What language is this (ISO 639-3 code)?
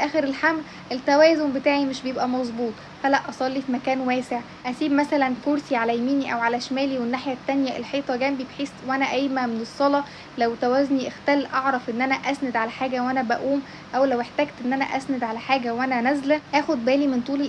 arz